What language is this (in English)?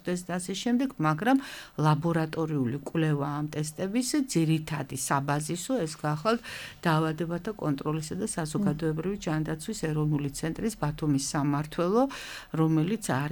Georgian